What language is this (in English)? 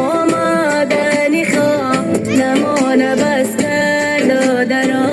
Tajik